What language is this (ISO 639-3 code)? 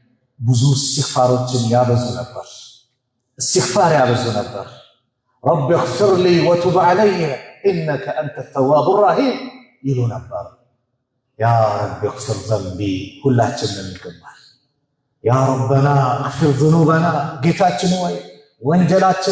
amh